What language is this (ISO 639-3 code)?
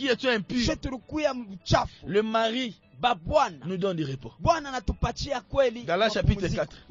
swa